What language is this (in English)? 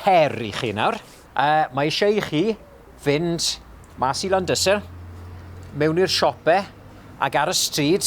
Welsh